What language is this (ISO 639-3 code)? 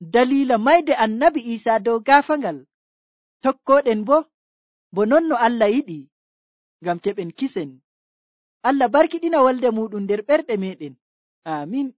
fuv